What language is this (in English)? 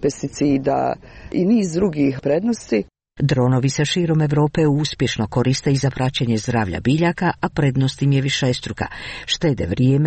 Croatian